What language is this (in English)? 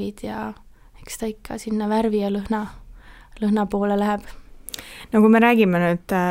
Estonian